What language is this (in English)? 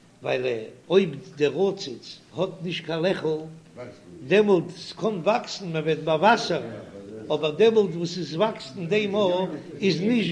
Yiddish